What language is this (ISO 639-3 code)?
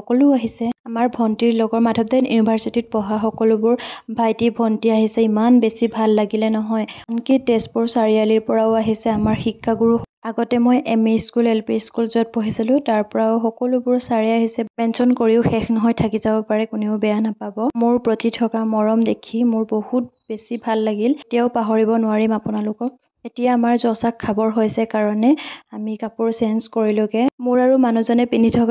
asm